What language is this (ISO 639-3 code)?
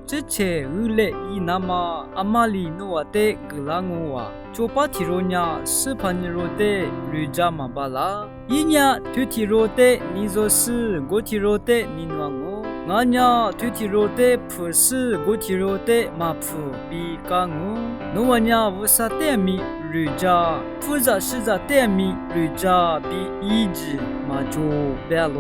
lis